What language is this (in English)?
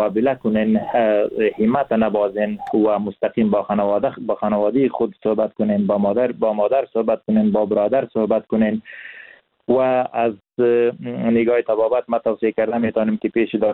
Persian